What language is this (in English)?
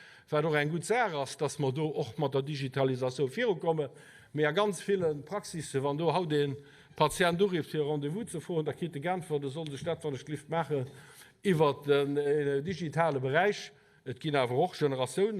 Luxembourgish